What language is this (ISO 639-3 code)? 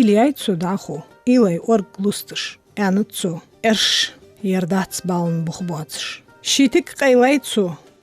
inh